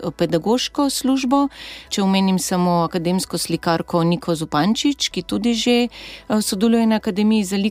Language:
Slovenian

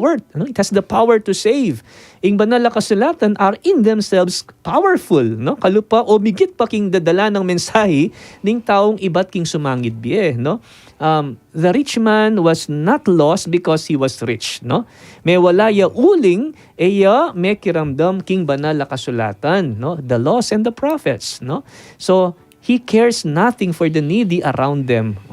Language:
Pampanga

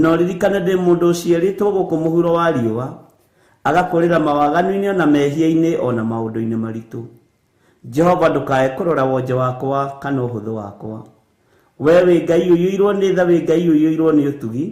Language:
Kikuyu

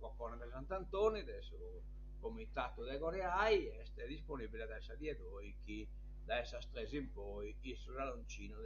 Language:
Sardinian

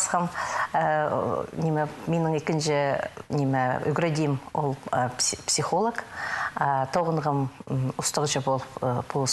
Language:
Khakas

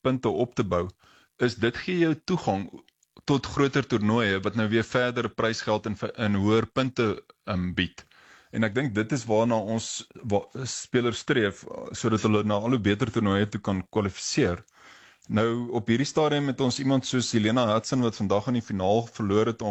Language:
Afrikaans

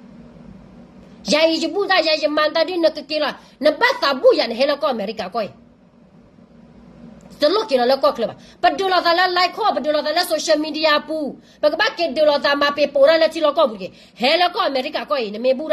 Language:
S'gaw Karen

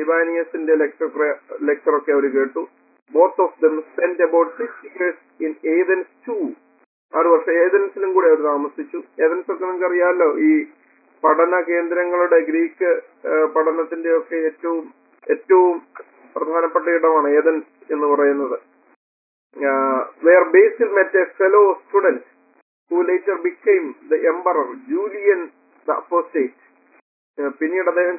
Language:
Malayalam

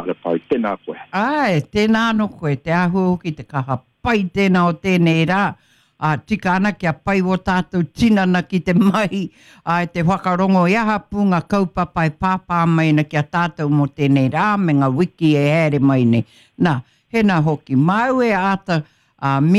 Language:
Māori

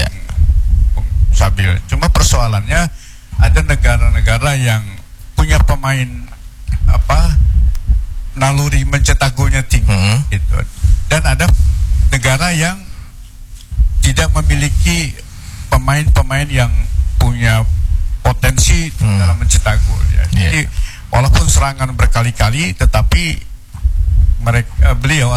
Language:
Indonesian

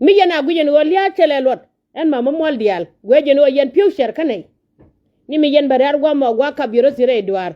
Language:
Nuer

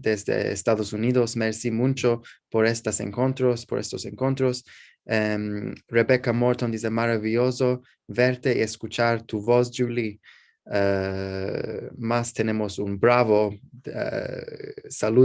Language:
Ladino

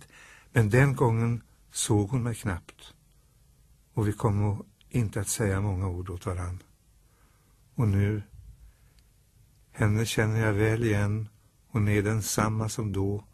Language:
Swedish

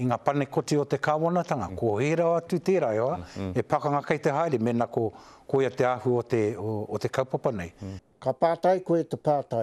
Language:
Māori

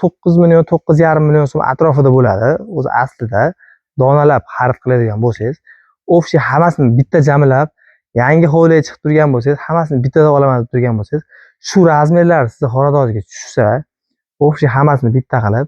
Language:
Uzbek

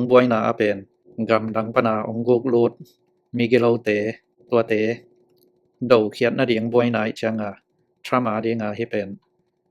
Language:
Tedim Chin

